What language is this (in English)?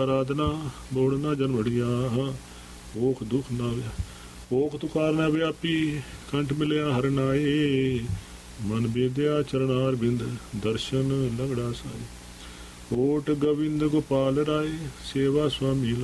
Punjabi